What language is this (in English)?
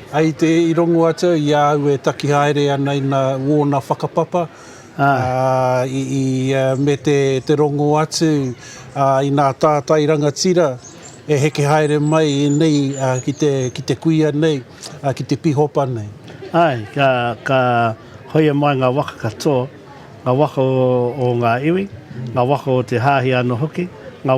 Māori